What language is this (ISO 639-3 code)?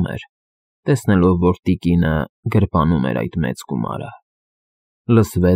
hye